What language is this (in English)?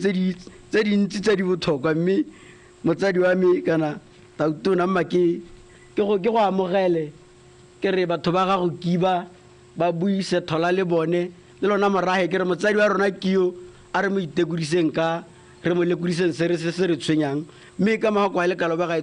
Tswana